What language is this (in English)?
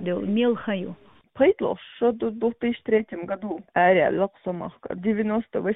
Chechen